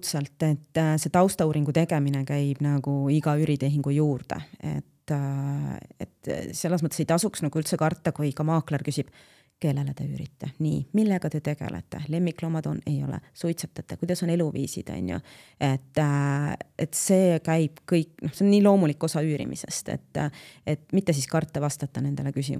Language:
Estonian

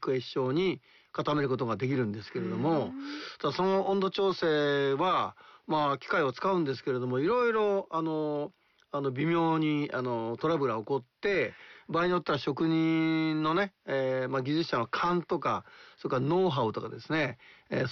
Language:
Japanese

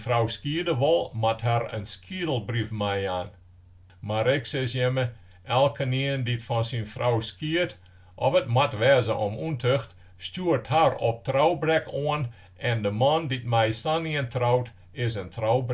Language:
Western Frisian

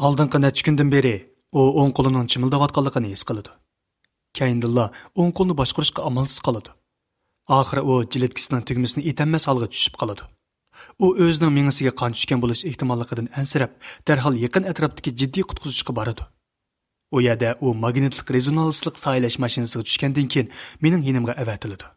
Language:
Uyghur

